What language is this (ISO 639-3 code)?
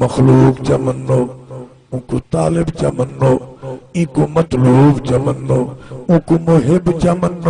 skr